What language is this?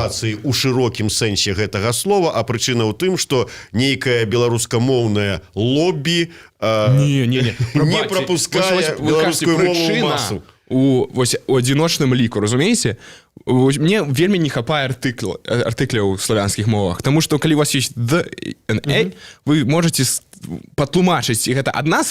Belarusian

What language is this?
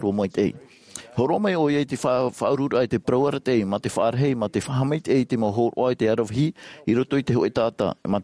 Tahitian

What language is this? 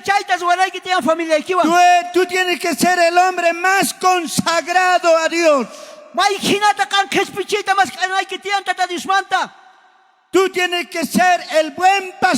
South Bolivian Quechua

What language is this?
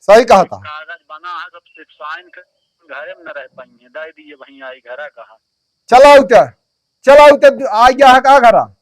Awadhi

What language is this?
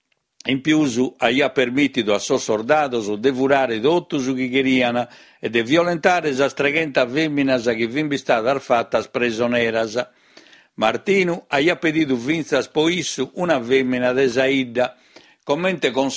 Sardinian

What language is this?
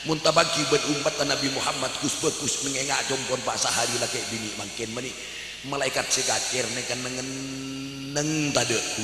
Madurese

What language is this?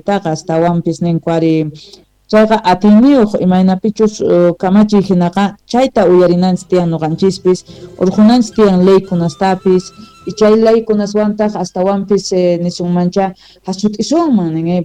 South Bolivian Quechua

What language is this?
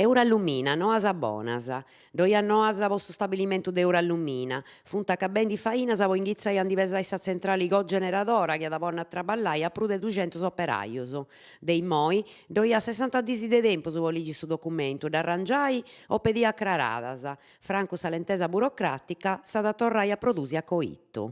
Sardinian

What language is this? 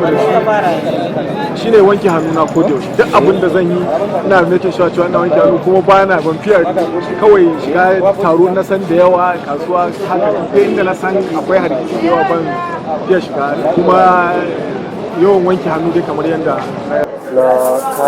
Hausa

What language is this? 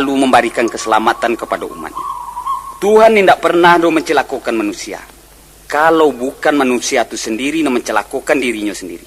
Minangkabau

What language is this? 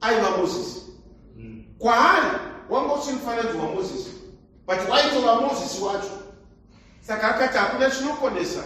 Shona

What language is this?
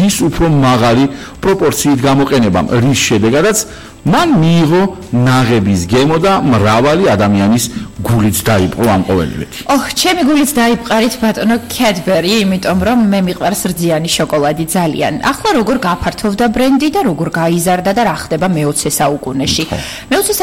Georgian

